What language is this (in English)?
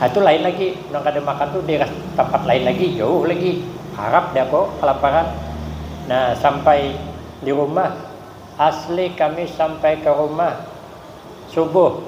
Banjar